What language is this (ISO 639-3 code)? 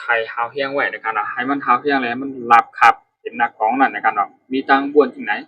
shn